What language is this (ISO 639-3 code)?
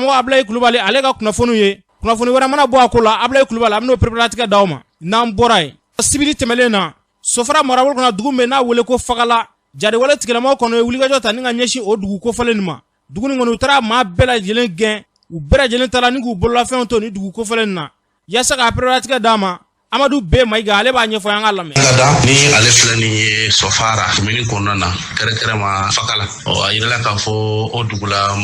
bam